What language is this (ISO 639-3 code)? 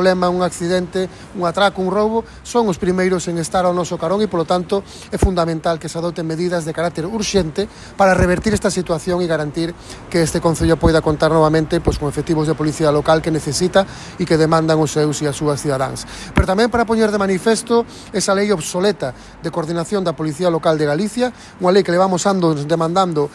glg